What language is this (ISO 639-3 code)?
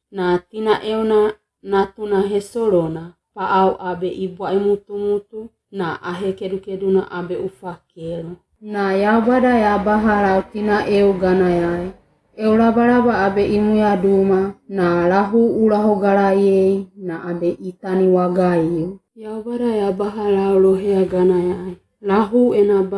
wgb